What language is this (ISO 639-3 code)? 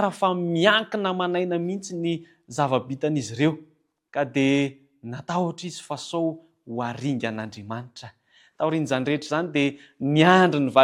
mlg